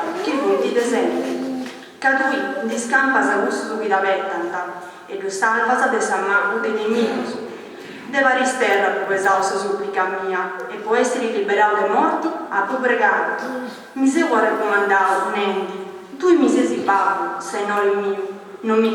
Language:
Sardinian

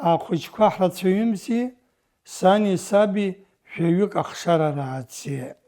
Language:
Abkhazian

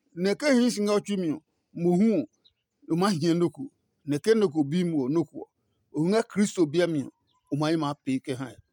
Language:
Adangme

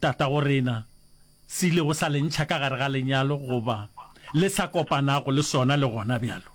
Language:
Northern Sotho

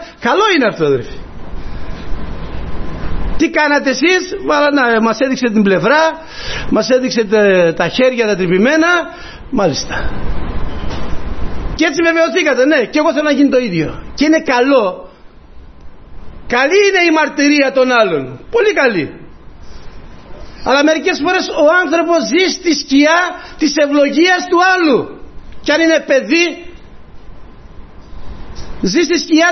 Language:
Greek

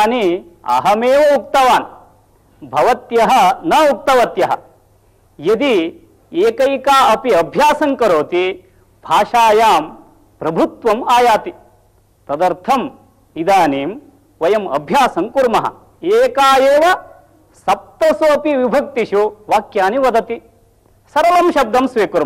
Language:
Sanskrit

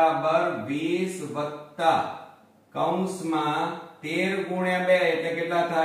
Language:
Gujarati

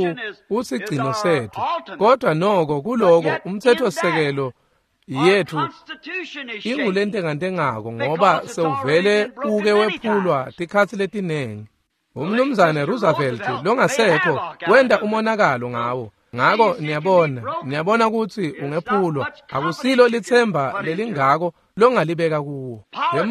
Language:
Swati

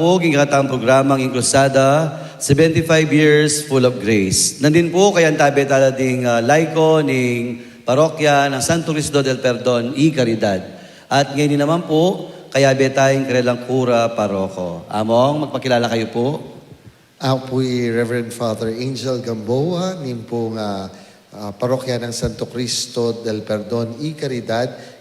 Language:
Pampanga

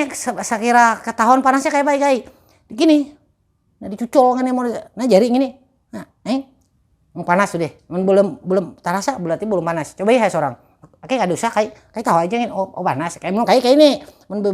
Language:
Banjar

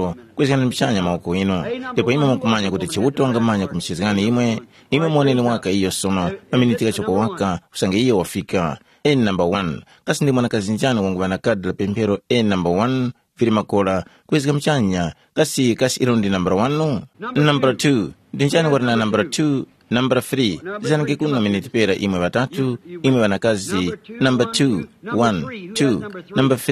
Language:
Tumbuka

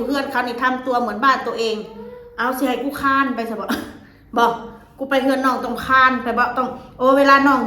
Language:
Northeastern Thai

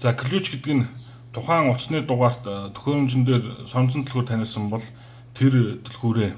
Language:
Mongolian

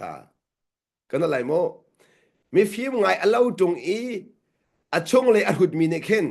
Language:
Hakha Chin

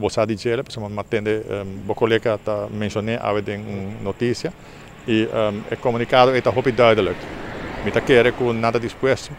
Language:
Papiamento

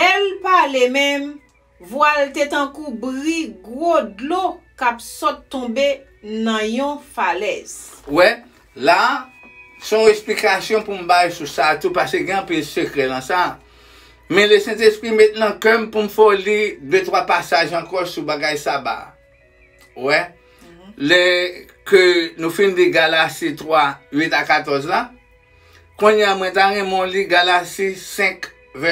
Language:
Haitian Creole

